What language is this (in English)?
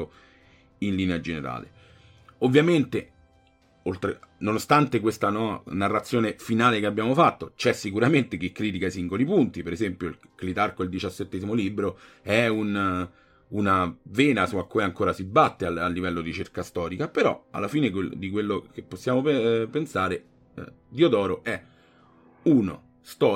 Italian